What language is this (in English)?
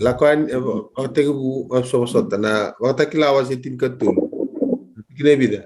Fijian